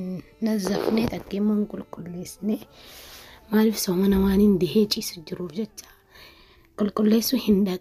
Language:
Oromo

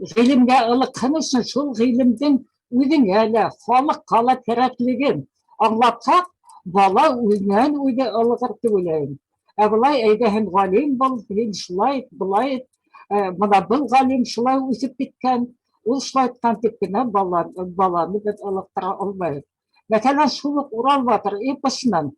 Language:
Bashkir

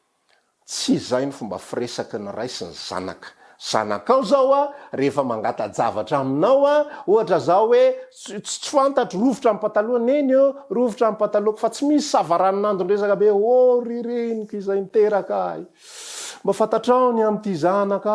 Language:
Malagasy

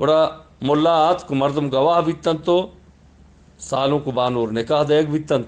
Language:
Eastern Balochi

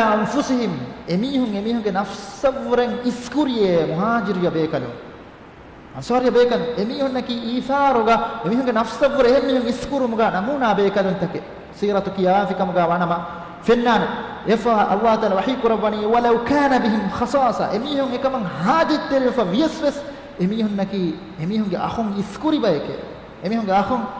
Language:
Divehi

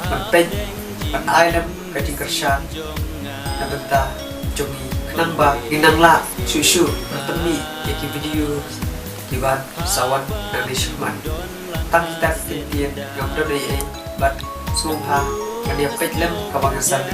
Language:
Khasi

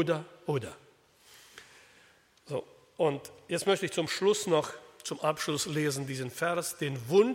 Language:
German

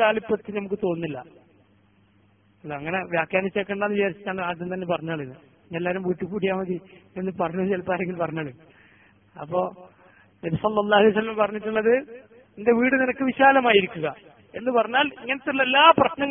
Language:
Malayalam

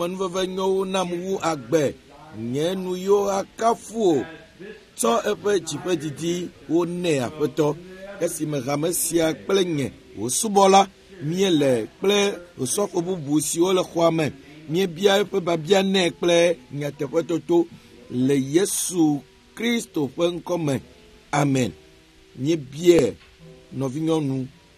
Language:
Ewe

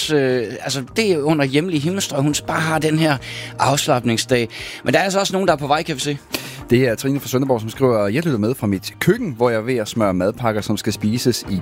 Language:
Danish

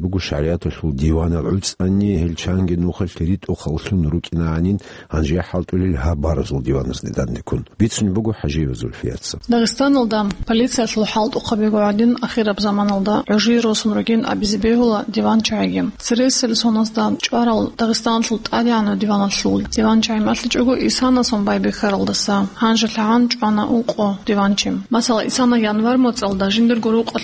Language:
Avaric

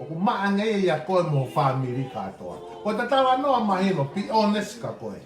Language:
Tongan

